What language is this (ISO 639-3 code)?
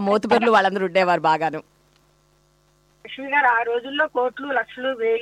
tel